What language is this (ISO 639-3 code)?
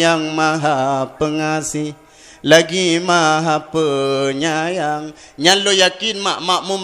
ace